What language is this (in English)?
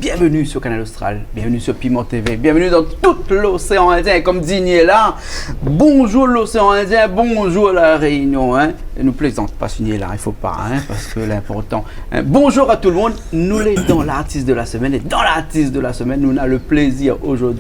Réunion Creole French